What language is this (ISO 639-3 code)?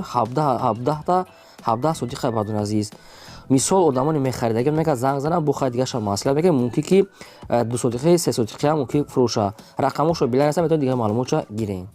tgk